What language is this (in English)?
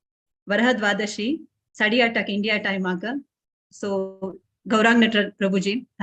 Konkani